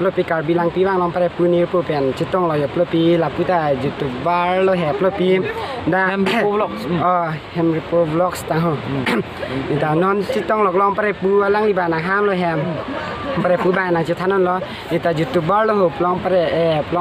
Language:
Karbi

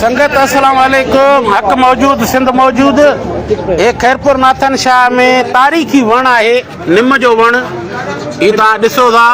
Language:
Sindhi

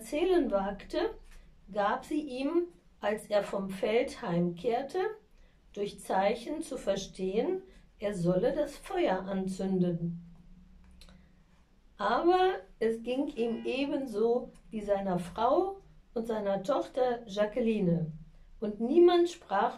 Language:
German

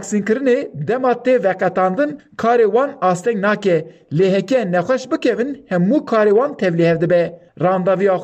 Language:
Kurdish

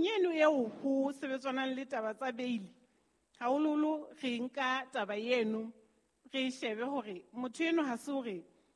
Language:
Southern Sotho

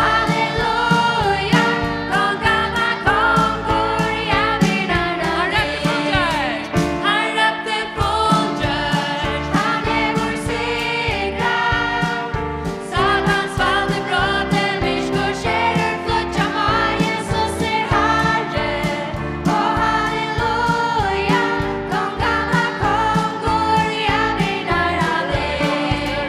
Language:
Faroese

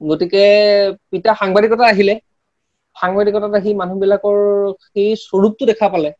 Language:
Assamese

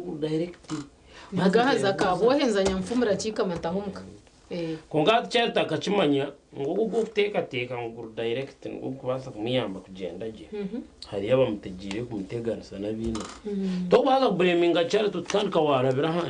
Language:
Nyankole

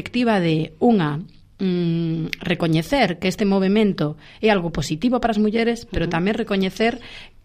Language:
Galician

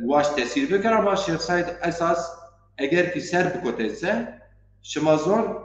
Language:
Zaza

